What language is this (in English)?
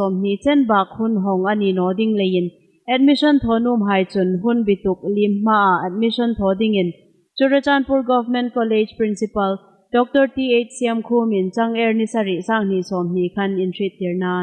Hmar